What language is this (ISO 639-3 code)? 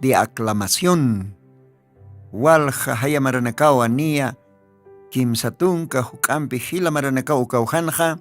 aym